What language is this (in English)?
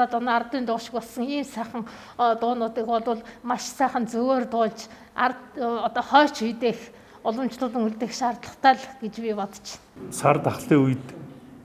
Mongolian